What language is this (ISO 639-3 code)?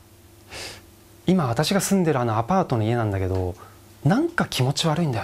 jpn